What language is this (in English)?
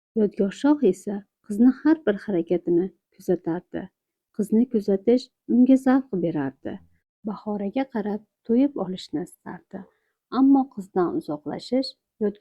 Uzbek